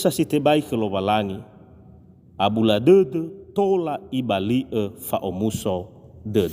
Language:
Nias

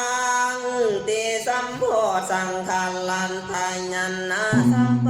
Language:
Pali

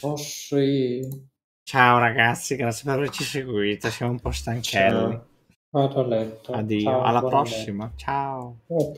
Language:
Italian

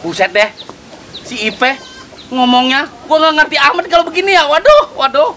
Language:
Betawi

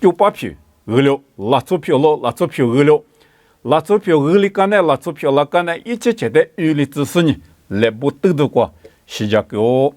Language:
Lisu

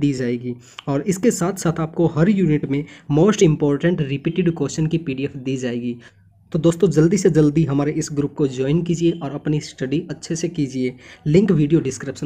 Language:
Hindi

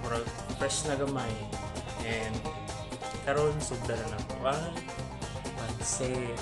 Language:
Cebuano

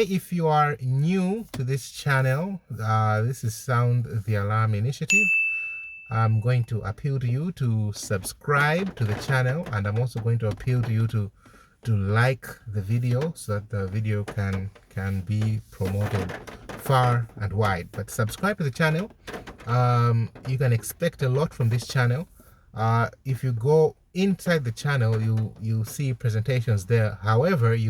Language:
English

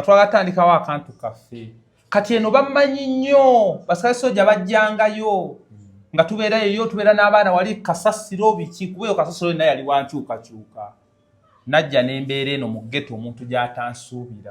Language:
Ganda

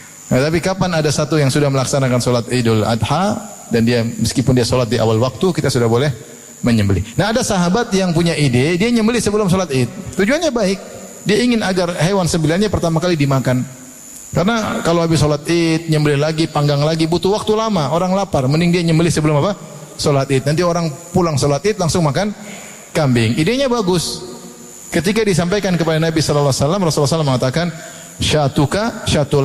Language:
Indonesian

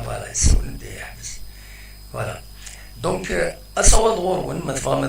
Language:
Kabyle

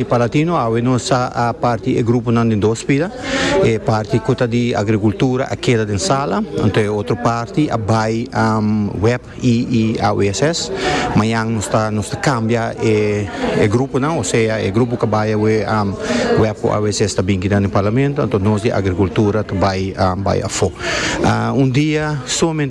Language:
Papiamento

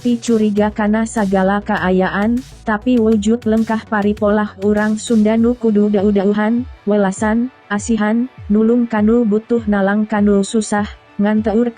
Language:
Sundanese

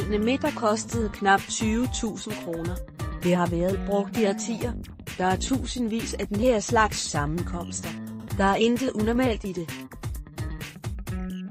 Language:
Danish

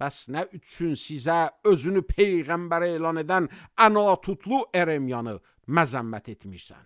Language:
Azerbaijani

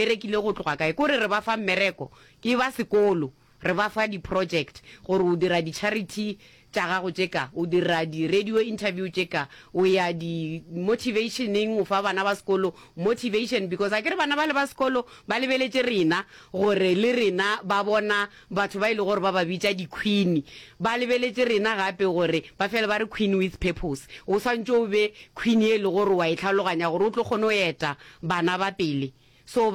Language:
Northern Sotho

